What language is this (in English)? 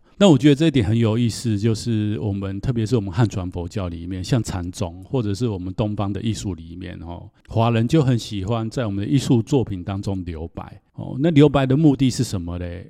Chinese